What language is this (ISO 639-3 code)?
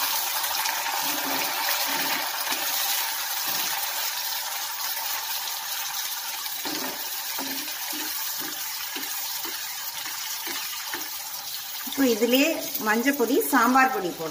tam